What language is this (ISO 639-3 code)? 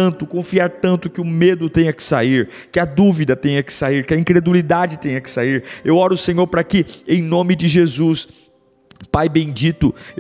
por